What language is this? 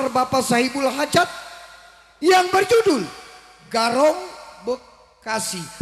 Betawi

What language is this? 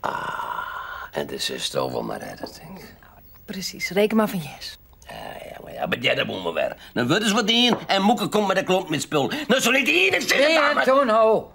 Western Frisian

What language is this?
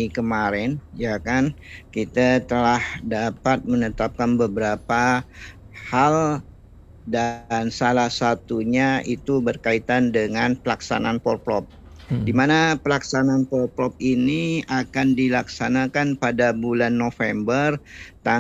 Indonesian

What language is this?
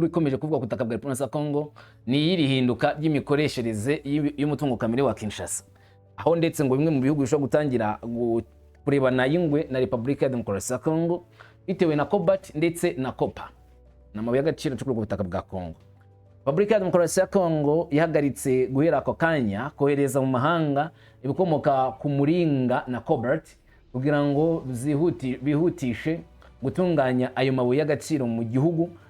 Kinyarwanda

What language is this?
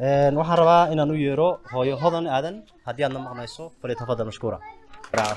Somali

